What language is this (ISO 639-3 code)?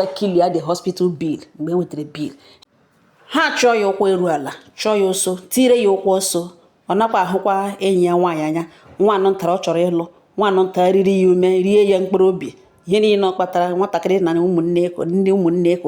ibo